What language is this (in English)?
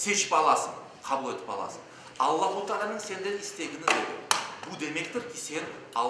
Crimean Tatar